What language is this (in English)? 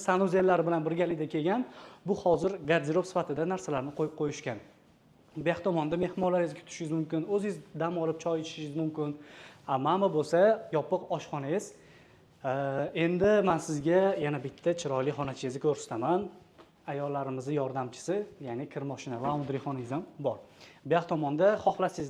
Uzbek